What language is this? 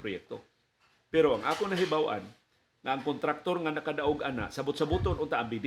Cebuano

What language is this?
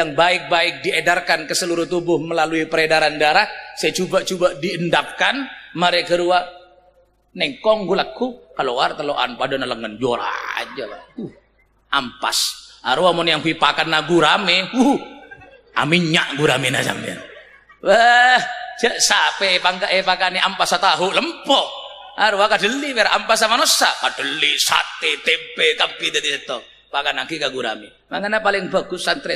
Madurese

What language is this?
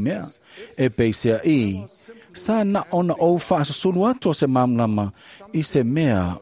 Samoan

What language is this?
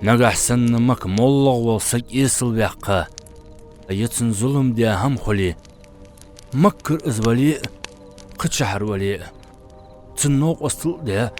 Ingush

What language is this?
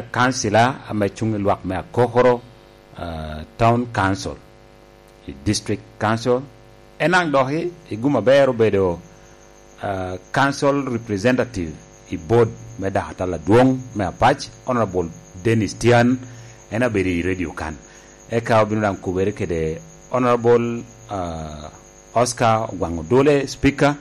Lango (Uganda)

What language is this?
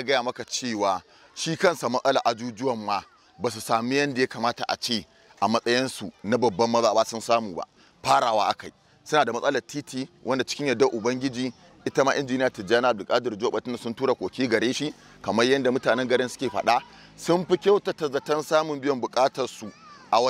Hausa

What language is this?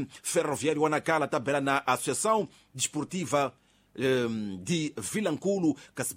Tsonga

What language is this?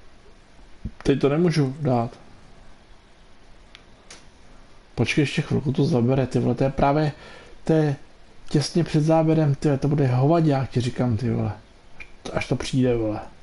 Czech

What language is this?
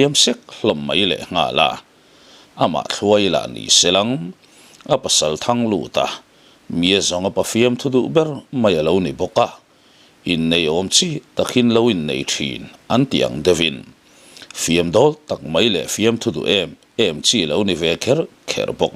Mizo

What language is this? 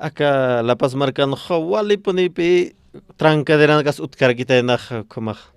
Aymara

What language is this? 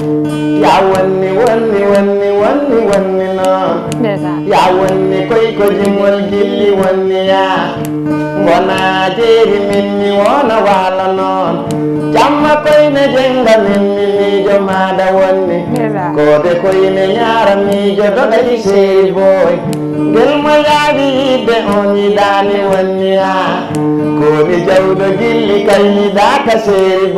Fula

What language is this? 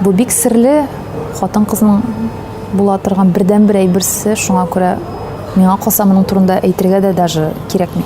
Tatar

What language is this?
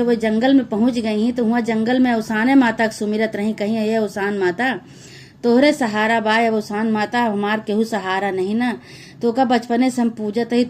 Awadhi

